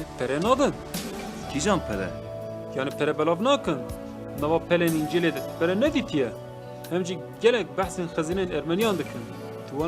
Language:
Kurdish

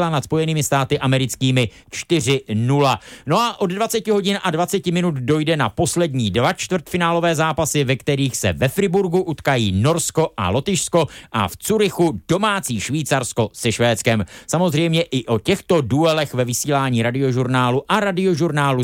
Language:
Czech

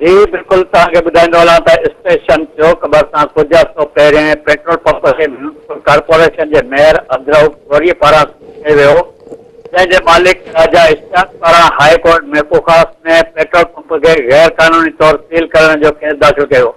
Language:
Sindhi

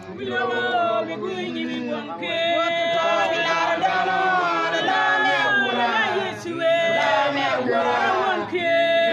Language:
Acoli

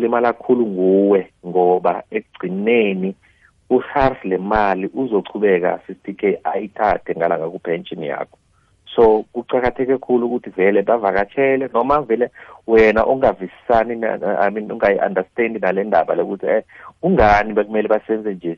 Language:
South Ndebele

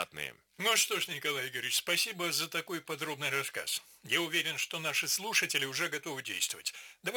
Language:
Russian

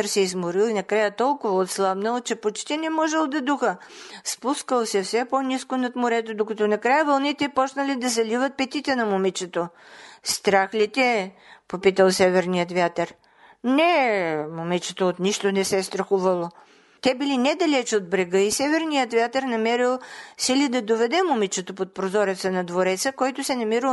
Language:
Bulgarian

